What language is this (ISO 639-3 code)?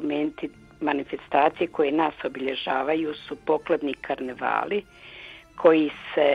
hrv